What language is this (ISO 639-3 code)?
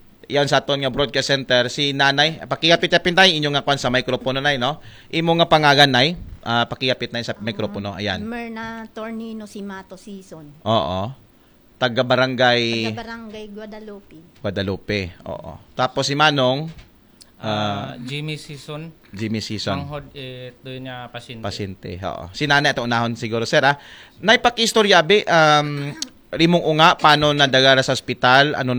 akl